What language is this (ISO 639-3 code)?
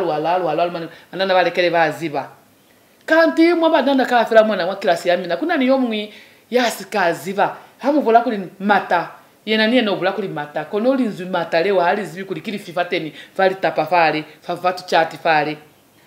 loz